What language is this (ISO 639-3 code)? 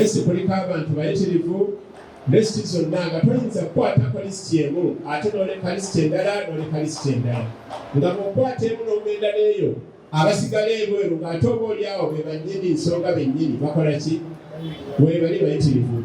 lug